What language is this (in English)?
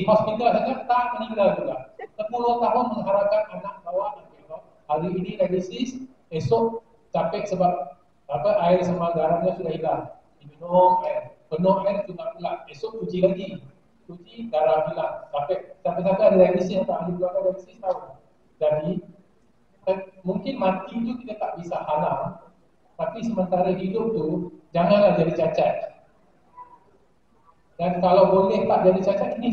Malay